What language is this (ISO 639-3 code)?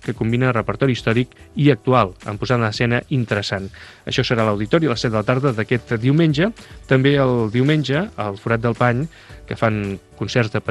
cat